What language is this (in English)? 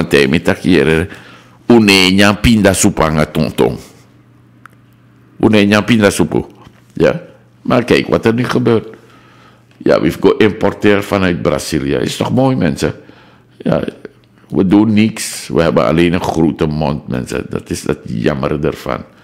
Dutch